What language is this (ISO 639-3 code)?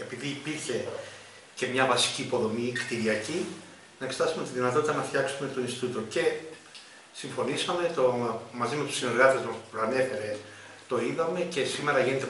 ell